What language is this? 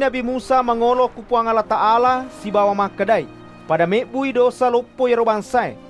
Buginese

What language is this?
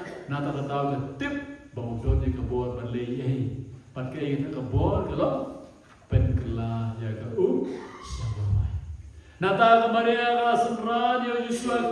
Khasi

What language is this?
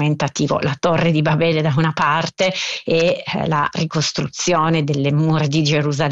Italian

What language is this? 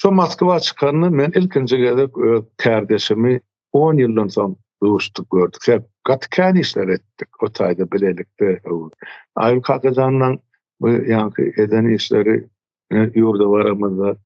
Turkmen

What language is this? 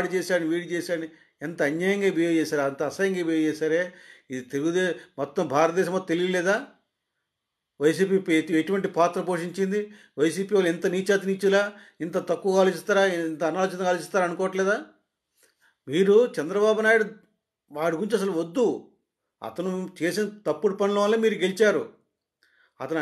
Telugu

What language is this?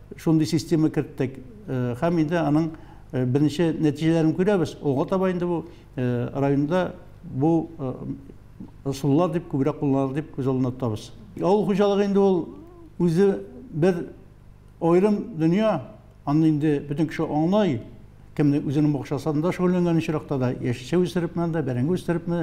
Tatar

